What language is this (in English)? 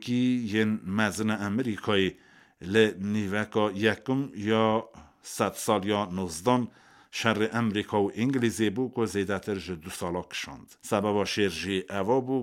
Kurdish